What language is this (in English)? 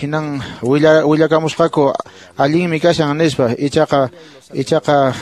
Quechua